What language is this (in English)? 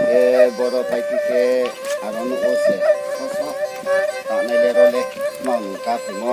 Riang (India)